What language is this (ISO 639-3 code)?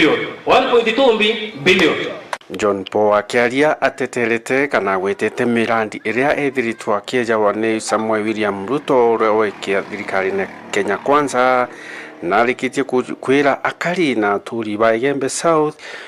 mer